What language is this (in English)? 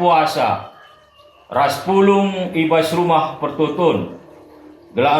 Batak Karo